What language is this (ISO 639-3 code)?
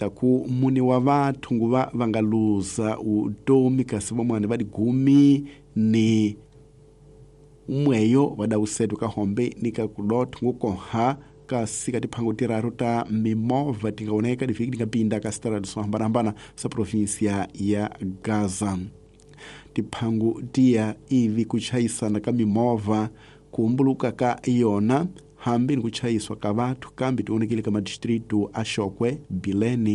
tso